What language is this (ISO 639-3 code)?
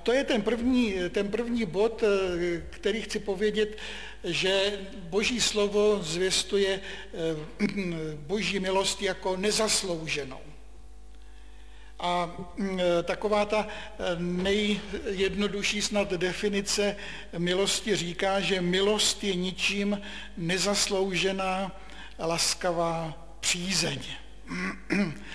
ces